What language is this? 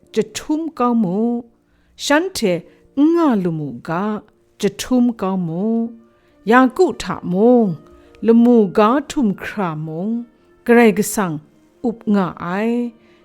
Kachin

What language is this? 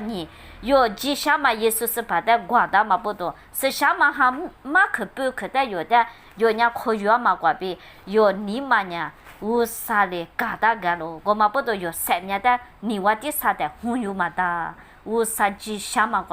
Lisu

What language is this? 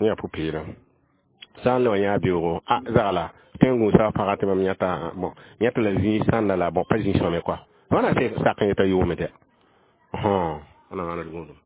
Mossi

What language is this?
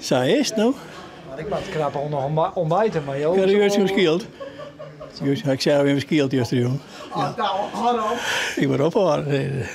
Western Frisian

